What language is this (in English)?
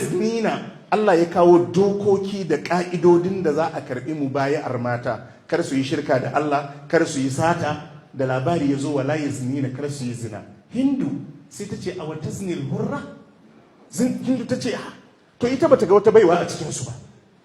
Hausa